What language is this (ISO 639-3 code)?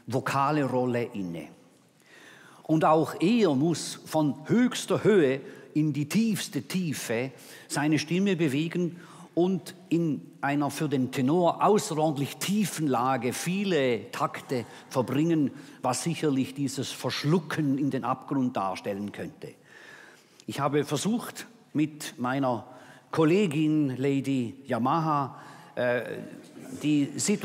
deu